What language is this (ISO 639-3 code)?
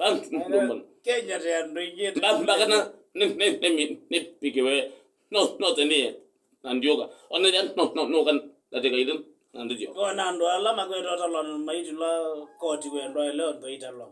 kam